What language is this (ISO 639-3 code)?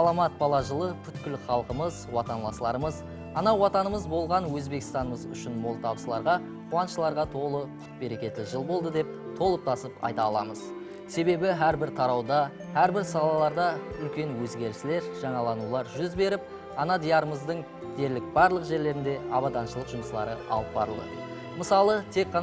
kaa